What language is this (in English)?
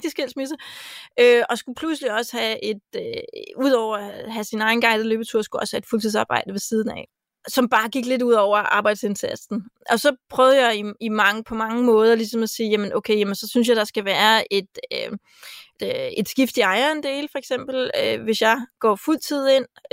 Danish